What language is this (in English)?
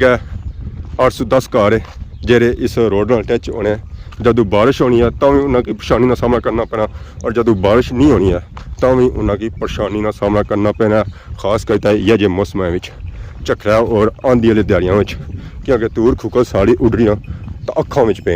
Pahari-Potwari